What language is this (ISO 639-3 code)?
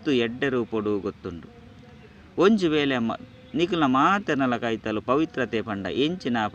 tcy